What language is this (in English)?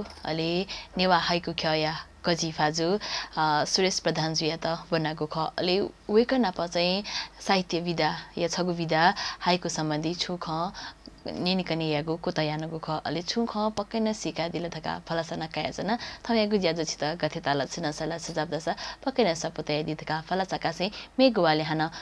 Newari